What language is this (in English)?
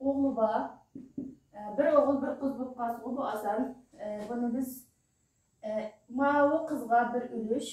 Uyghur